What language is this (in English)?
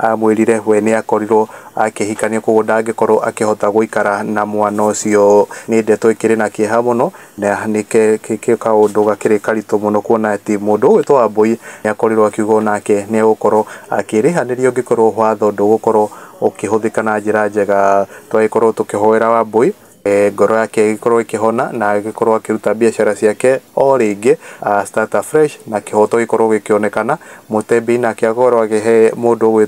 Kikuyu